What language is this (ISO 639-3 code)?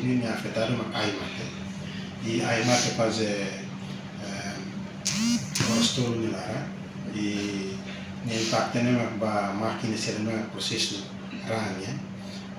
tet